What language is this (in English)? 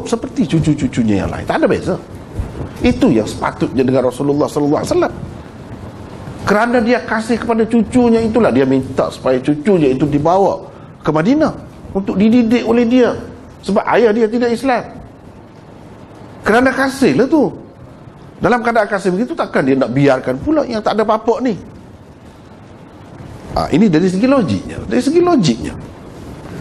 Malay